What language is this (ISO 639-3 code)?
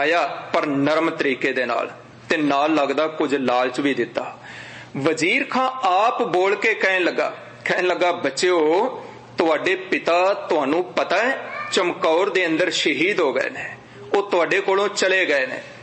pan